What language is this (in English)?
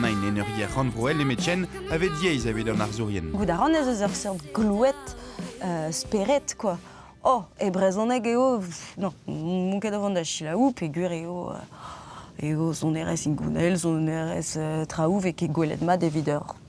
Breton